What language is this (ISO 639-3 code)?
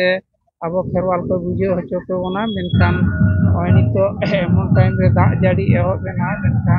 sat